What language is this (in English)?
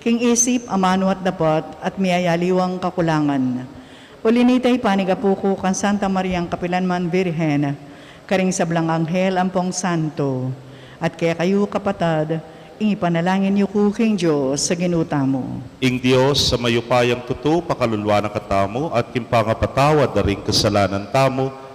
Pampanga